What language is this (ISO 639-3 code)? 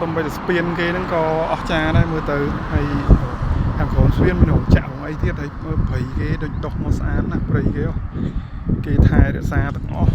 khm